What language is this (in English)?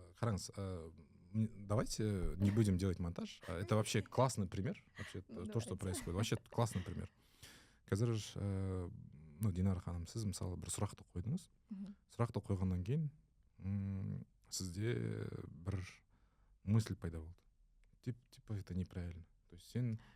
Kazakh